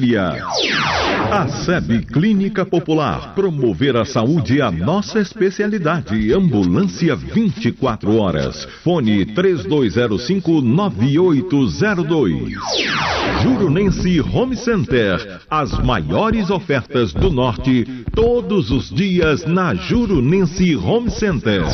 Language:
Portuguese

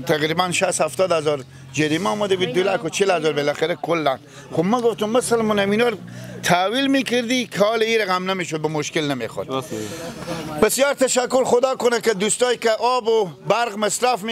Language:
Persian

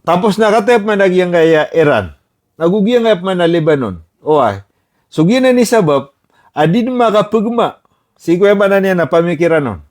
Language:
Maranao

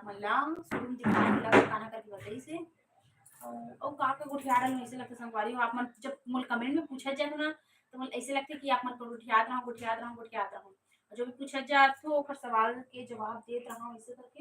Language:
Chhattisgarhi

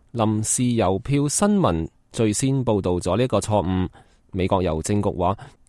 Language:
Cantonese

